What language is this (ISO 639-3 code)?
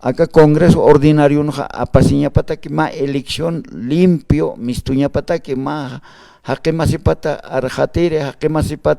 aym